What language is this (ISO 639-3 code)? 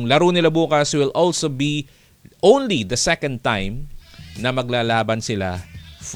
fil